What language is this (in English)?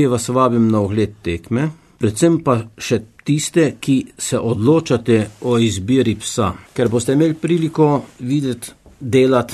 Slovenian